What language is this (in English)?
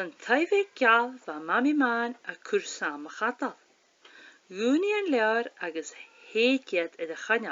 Scottish Gaelic